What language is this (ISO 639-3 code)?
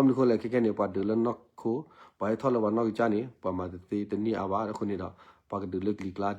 ksw